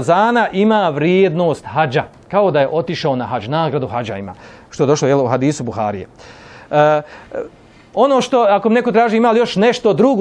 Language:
Bosnian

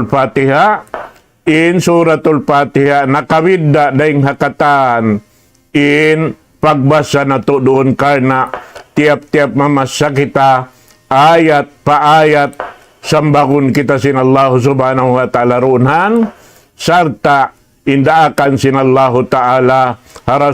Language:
Tausug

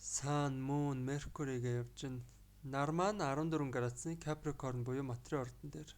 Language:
Mongolian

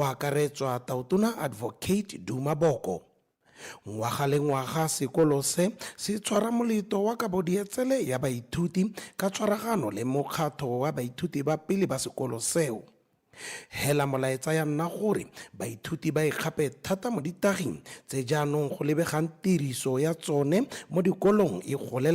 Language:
Tswana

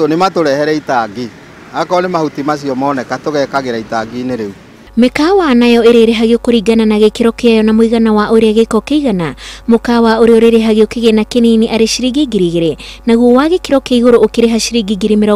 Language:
Kikuyu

